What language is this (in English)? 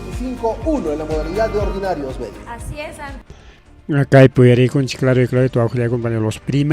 Ayacucho Quechua